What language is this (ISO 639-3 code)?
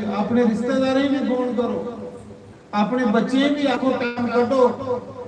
doi